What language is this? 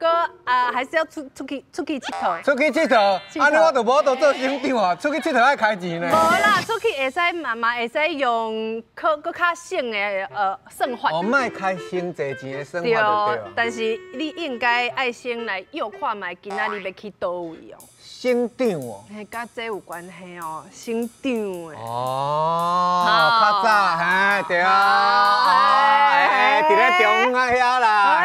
Min Nan Chinese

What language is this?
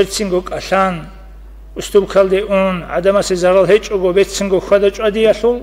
Avaric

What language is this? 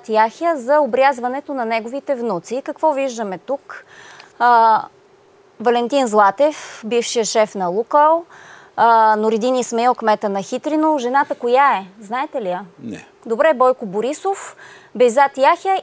Bulgarian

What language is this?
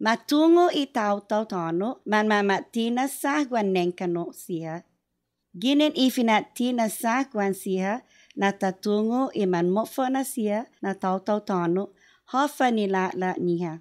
Chamorro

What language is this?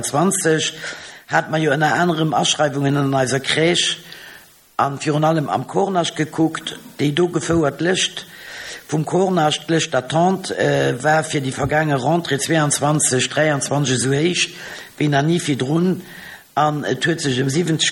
Luxembourgish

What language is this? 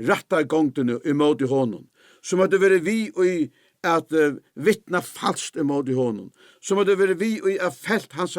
Faroese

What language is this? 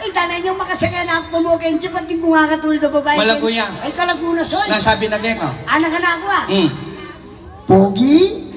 Pampanga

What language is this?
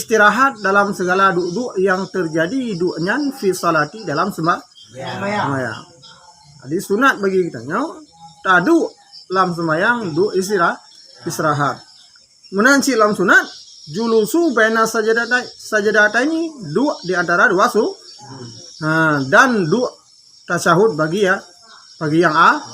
Achinese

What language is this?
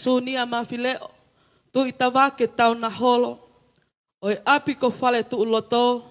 Tongan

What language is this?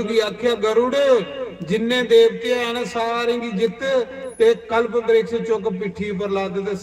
Dogri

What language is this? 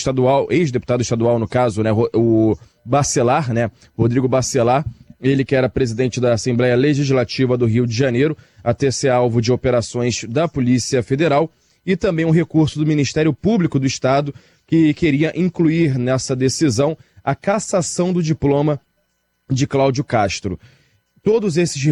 Portuguese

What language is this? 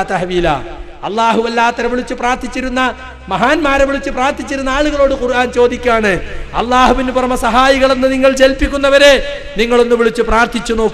Malayalam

